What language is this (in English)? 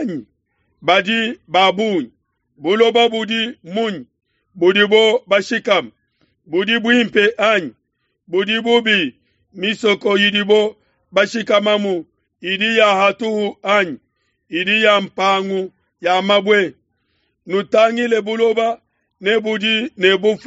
Luba-Lulua